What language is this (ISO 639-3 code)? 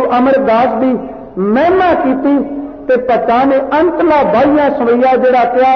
pan